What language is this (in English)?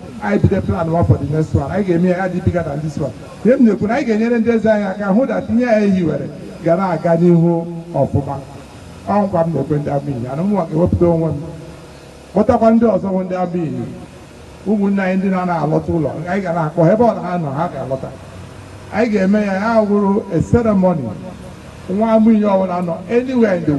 Igbo